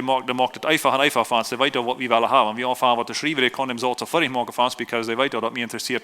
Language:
Plautdietsch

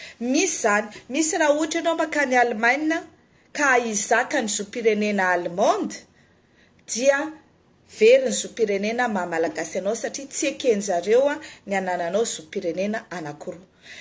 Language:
Malagasy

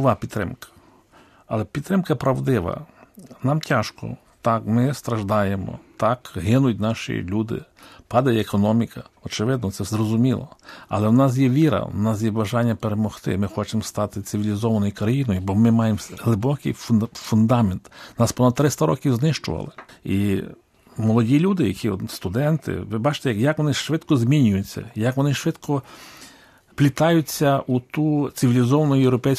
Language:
Ukrainian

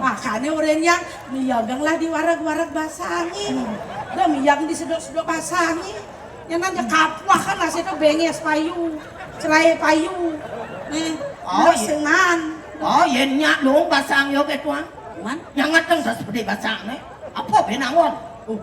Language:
Balinese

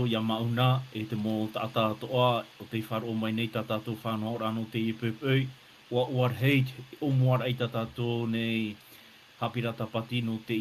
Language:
Tahitian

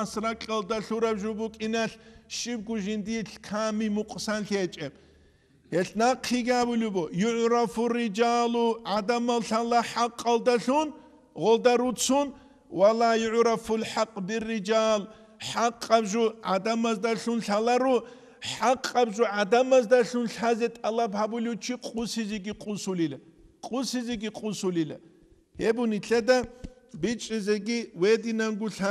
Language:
Avaric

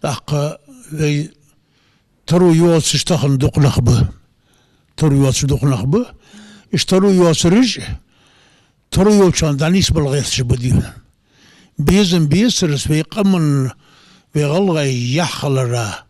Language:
Ingush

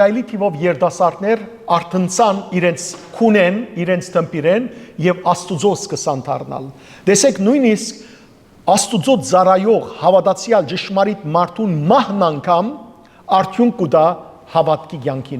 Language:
Western Armenian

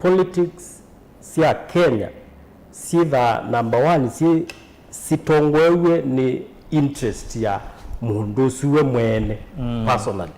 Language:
Kamba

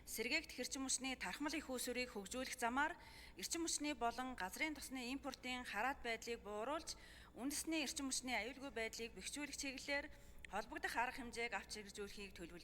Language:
Mongolian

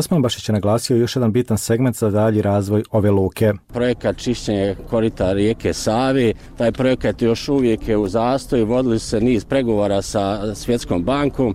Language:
Bosnian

